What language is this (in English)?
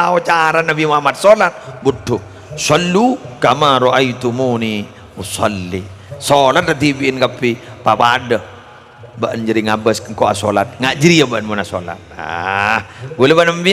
Madurese